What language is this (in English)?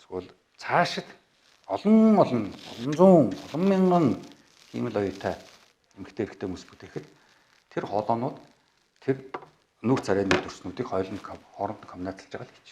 Mongolian